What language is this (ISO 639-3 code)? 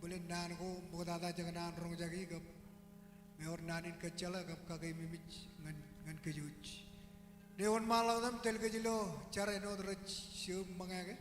mah